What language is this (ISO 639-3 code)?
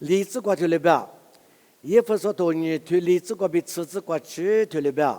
lis